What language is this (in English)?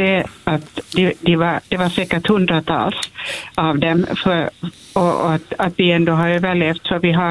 Swedish